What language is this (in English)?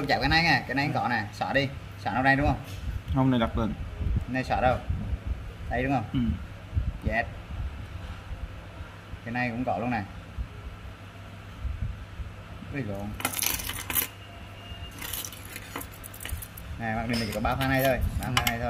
Vietnamese